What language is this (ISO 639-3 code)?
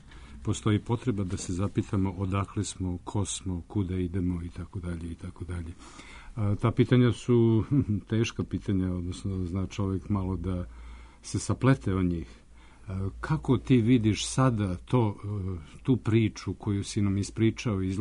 srp